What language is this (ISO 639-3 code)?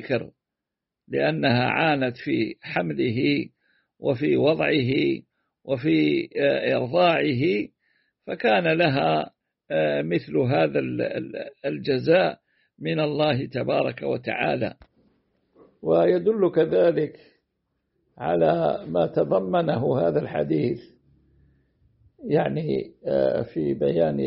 ara